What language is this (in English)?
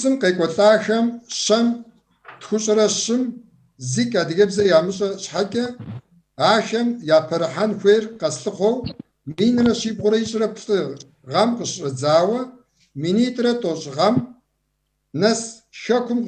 Kabardian